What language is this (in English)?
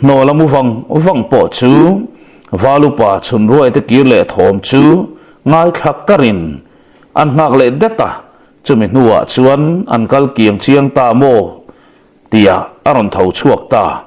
Mizo